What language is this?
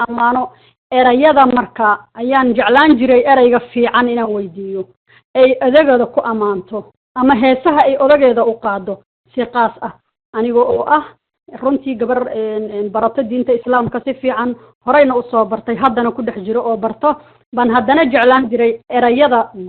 Somali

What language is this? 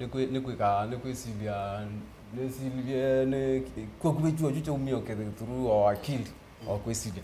Kamba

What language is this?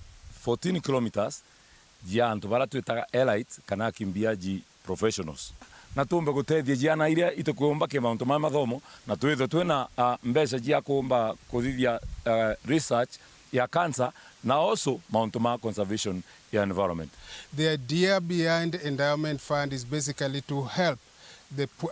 Meru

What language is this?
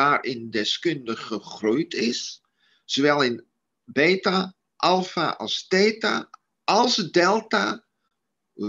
Dutch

